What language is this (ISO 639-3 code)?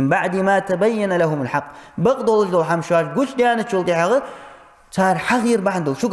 inh